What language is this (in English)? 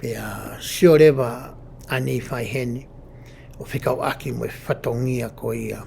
Tongan